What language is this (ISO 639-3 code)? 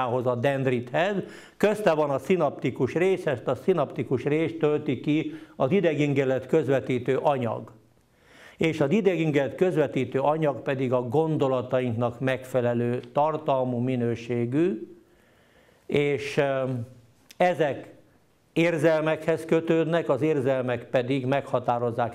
hun